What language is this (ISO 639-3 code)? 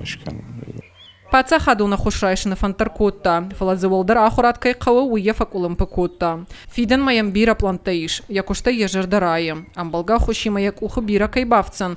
oss